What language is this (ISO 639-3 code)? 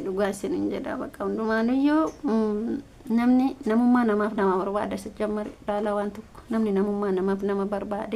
orm